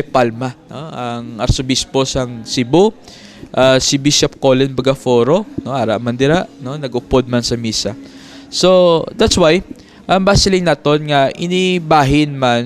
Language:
Hiligaynon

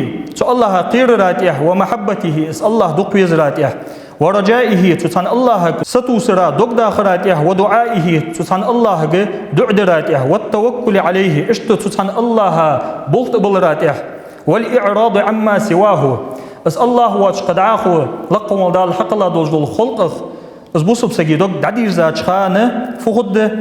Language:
Ingush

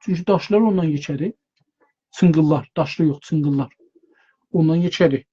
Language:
South Azerbaijani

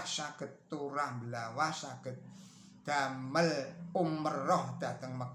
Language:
Javanese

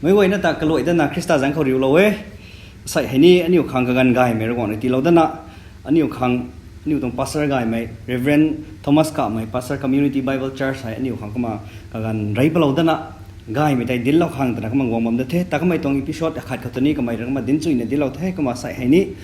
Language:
Rongmei Naga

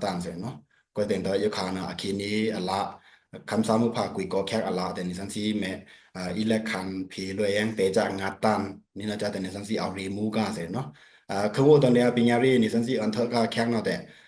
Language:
Pa'o Karen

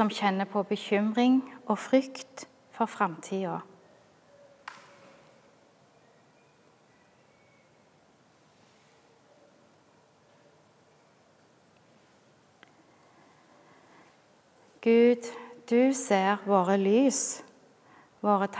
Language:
Norwegian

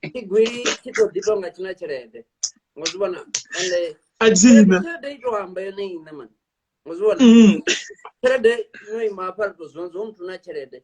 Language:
Venda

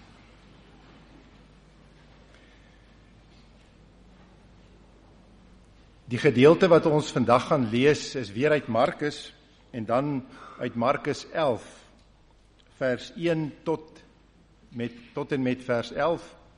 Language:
Afrikaans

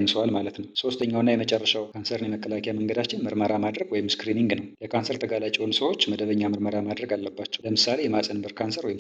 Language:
Amharic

